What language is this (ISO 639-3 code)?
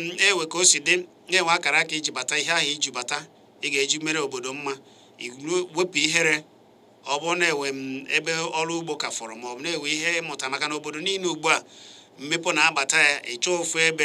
ibo